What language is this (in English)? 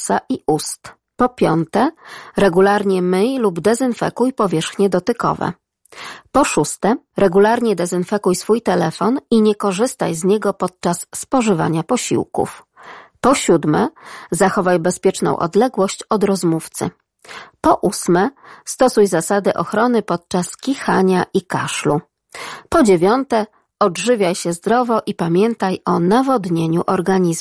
Polish